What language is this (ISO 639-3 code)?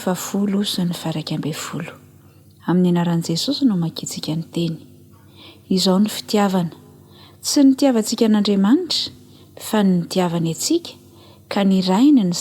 mlg